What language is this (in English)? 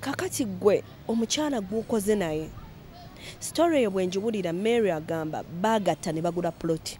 Ganda